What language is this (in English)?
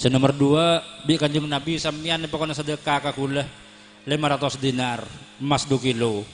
Madurese